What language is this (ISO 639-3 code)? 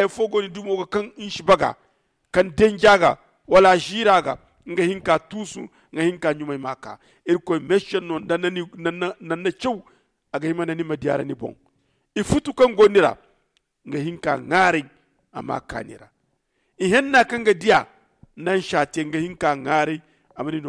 dje